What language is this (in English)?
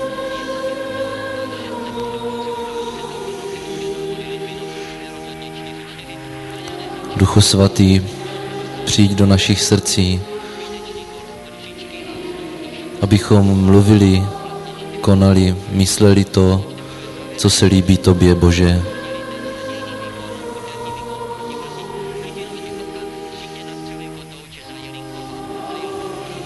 Czech